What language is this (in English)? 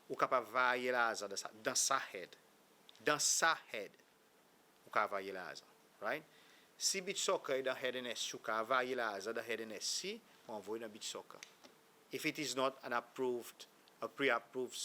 Seselwa Creole French